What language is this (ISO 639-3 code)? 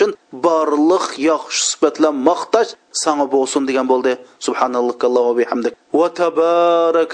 uig